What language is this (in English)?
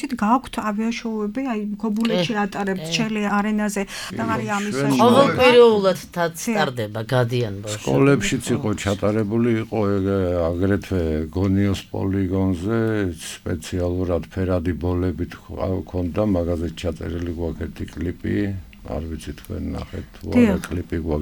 Georgian